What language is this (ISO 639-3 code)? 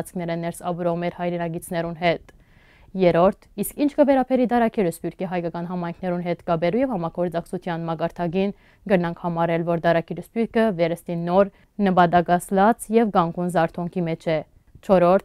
hyw